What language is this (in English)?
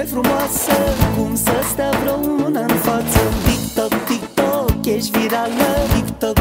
Romanian